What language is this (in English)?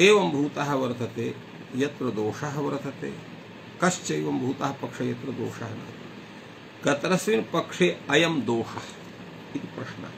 Sanskrit